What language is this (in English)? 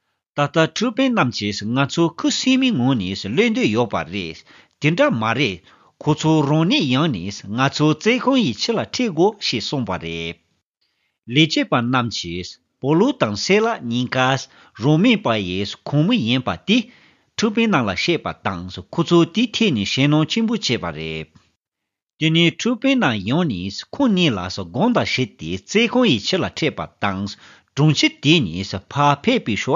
Tibetan